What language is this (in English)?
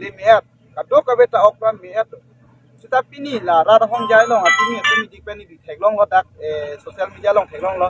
Karbi